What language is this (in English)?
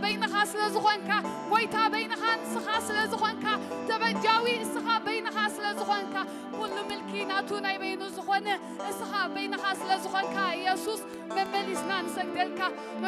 Tigrinya